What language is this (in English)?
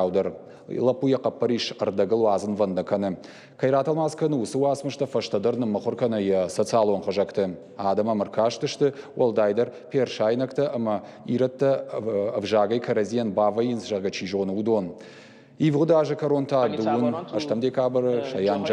Ossetic